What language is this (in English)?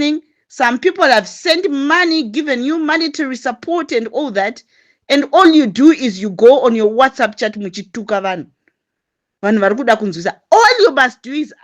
Shona